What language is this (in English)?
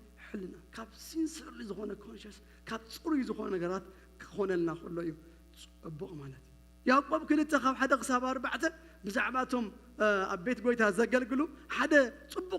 Tigrinya